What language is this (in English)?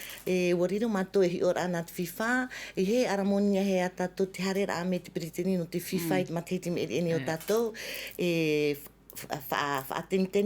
Tahitian